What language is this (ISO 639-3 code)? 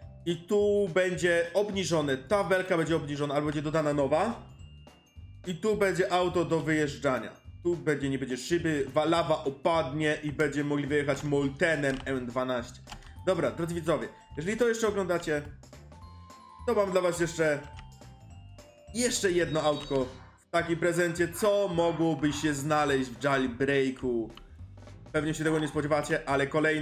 pol